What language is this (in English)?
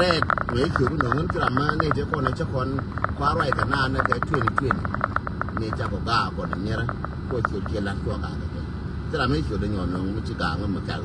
Nuer